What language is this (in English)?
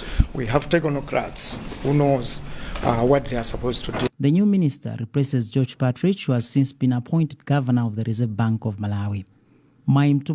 English